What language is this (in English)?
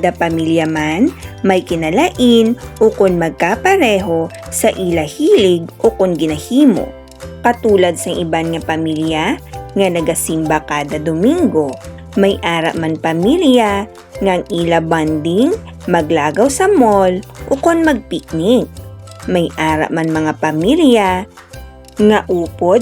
Hiligaynon